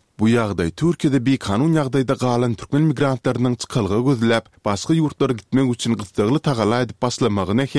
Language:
Turkmen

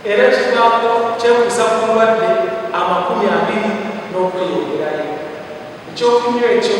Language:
Soga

